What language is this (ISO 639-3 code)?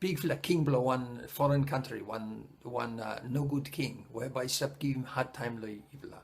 bis